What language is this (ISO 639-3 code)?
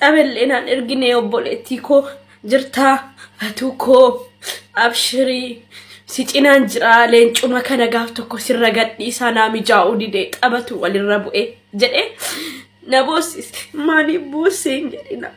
orm